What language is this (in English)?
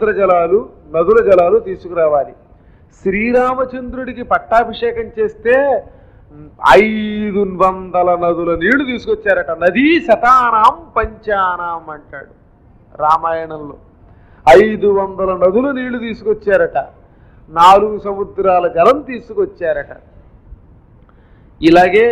Telugu